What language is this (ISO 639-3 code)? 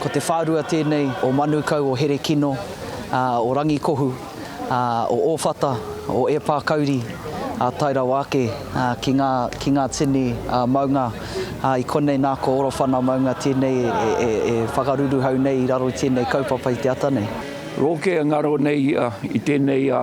mri